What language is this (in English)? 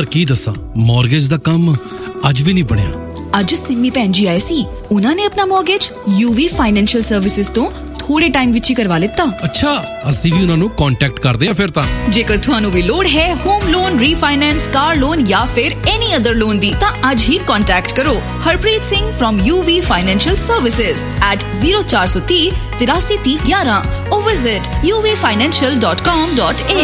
Punjabi